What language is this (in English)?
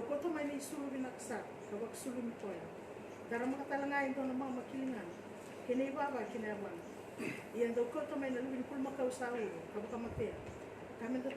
Fijian